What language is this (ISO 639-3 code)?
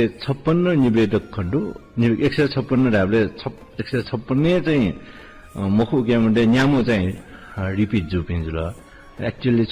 new